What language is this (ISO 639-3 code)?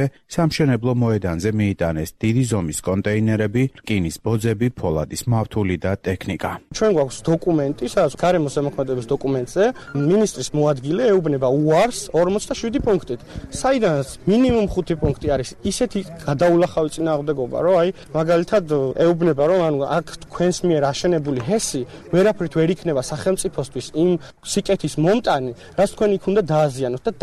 kat